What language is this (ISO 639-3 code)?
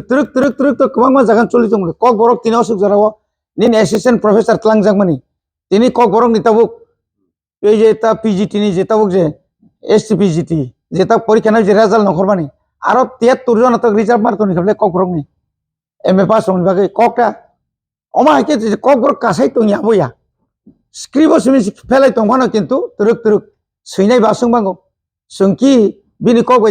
trp